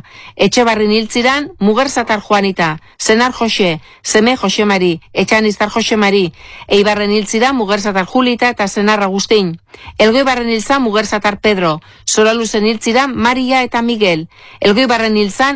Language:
Basque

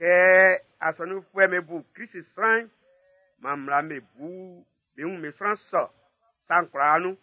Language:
Baoulé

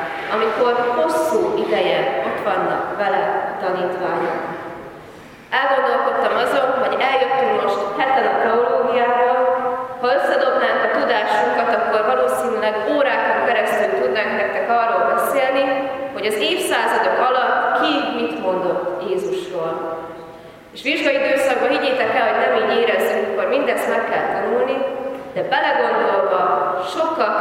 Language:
Hungarian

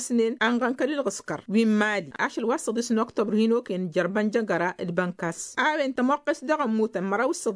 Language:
Tamasheq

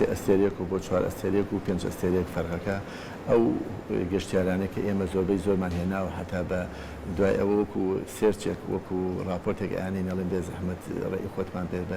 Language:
Central Kurdish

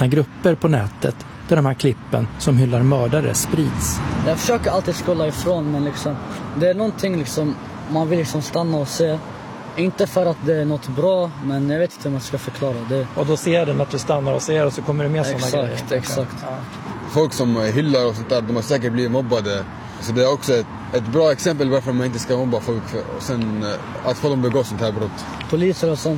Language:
Swedish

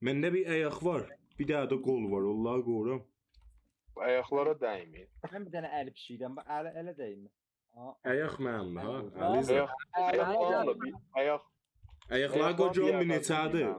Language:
South Azerbaijani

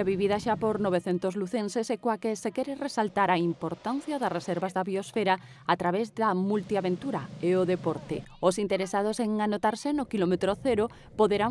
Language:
Galician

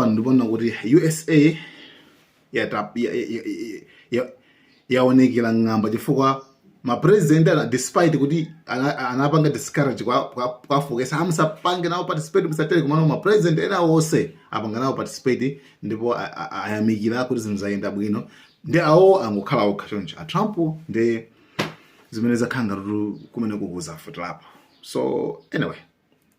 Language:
Nyanja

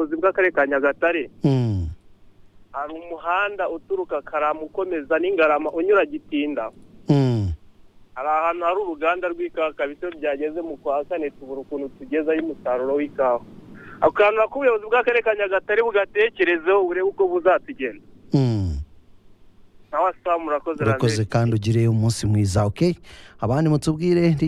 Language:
Kinyarwanda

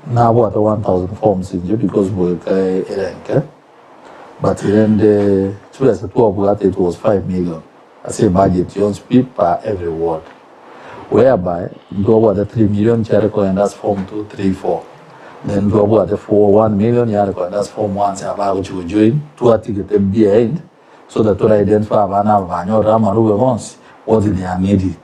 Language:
Gusii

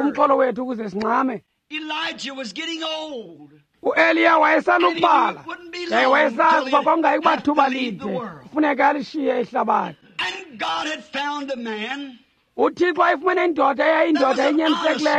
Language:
Xhosa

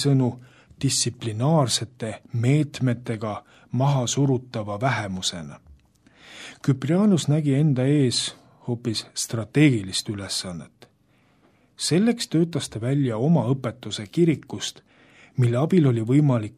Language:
Estonian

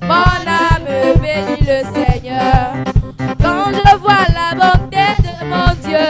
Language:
Ewe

